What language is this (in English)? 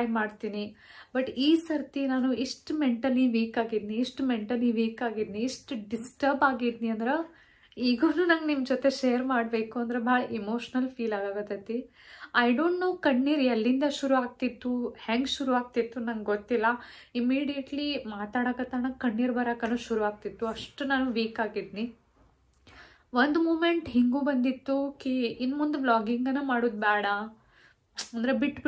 Kannada